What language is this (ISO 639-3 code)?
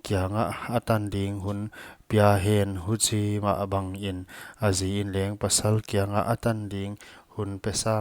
pck